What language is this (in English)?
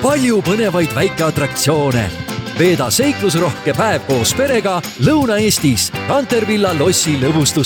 Estonian